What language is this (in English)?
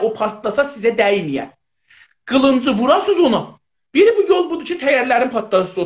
South Azerbaijani